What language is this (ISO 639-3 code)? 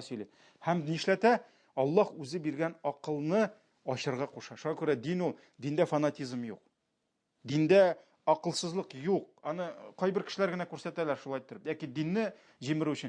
tat